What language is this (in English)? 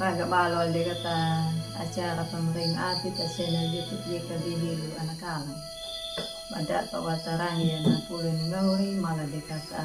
Anakalangu